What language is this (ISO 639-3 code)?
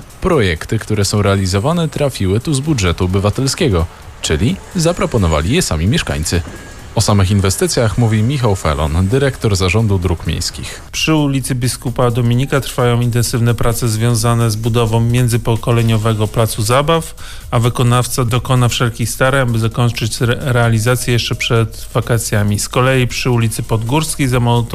pol